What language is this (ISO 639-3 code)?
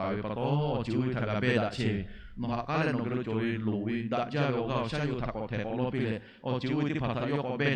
lhu